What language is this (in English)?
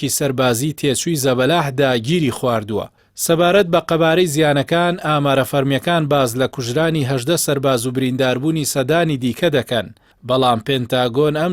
Central Kurdish